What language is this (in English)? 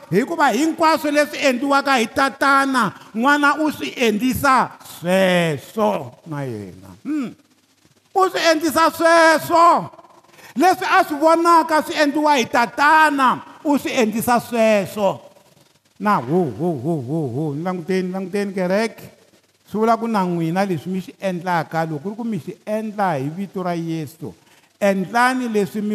Tsonga